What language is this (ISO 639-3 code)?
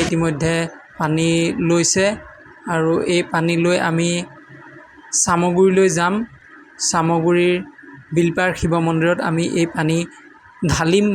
asm